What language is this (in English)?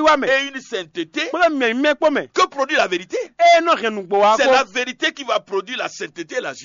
Fon